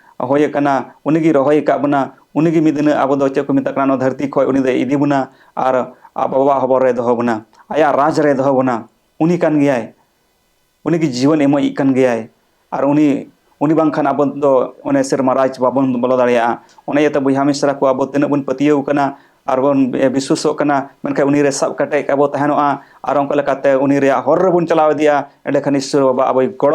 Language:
Santali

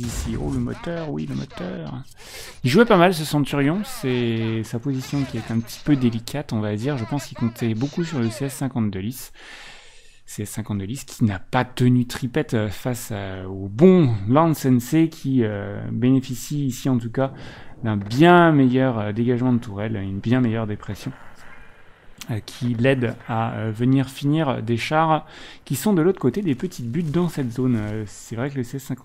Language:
French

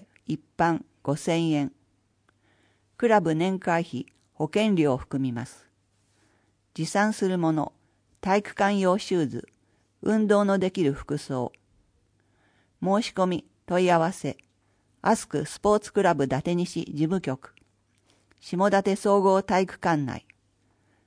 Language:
Japanese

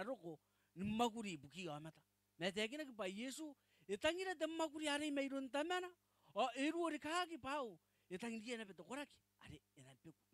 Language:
Gilbertese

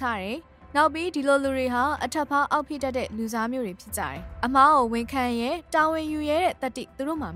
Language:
Burmese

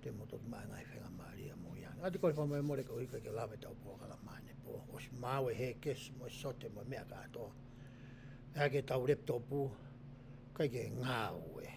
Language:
Tongan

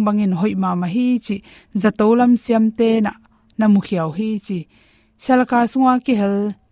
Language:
Tedim Chin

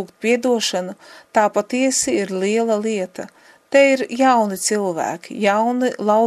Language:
Latvian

